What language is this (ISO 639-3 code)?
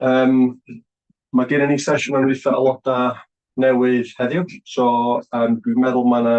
cym